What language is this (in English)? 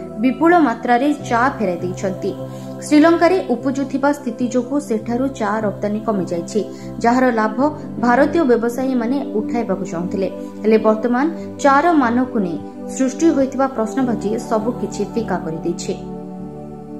Odia